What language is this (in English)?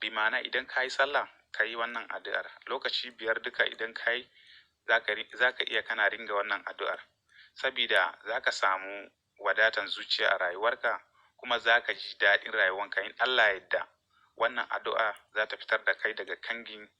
Hausa